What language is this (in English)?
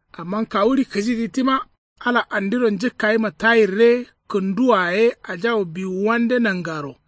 Kanuri